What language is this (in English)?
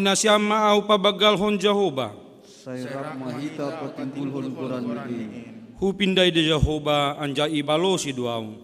Batak Simalungun